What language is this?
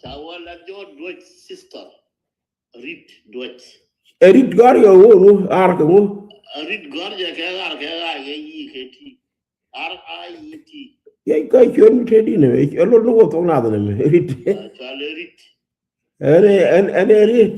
Nuer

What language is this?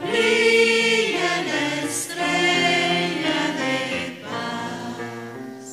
Aymara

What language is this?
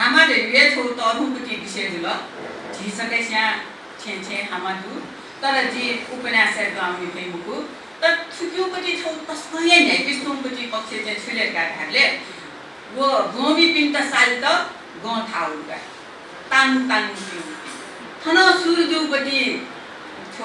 Newari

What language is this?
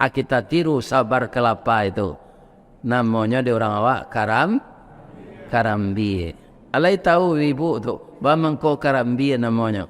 Minangkabau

